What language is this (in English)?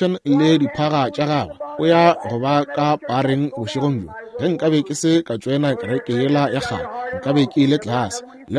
Northern Sotho